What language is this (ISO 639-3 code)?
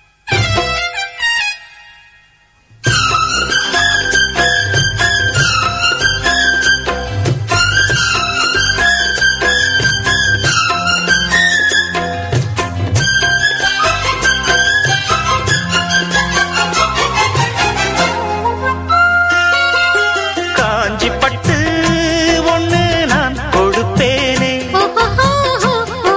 tam